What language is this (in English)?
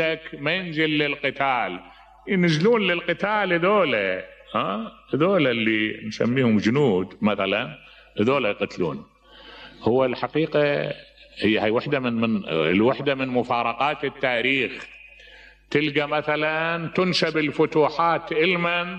Mesopotamian Arabic